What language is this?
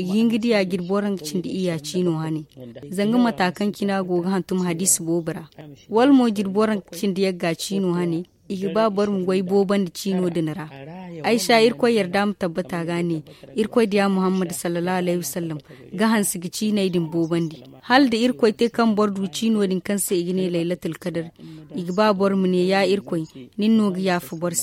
Zarma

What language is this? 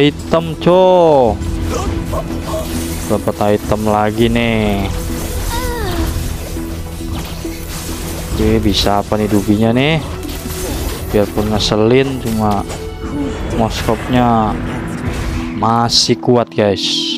Indonesian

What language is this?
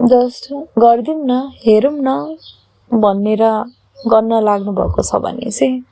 Nepali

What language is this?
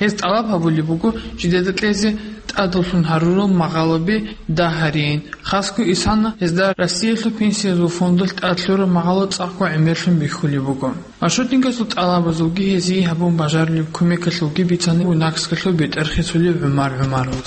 Avaric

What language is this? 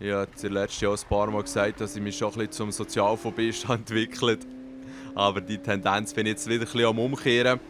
Swiss German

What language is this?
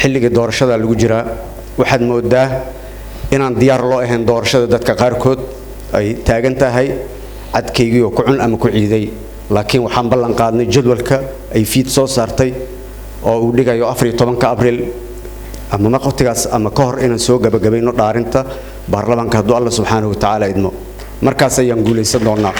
Somali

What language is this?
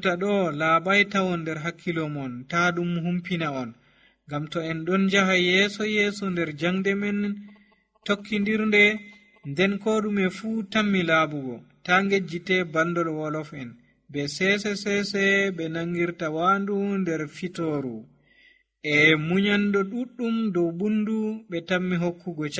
Nigerian Fulfulde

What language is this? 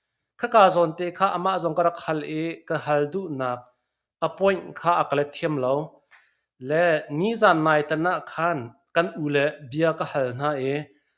Hakha Chin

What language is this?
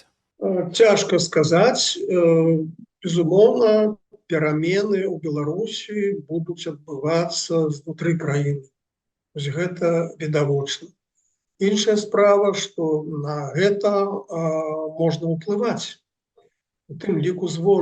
Belarusian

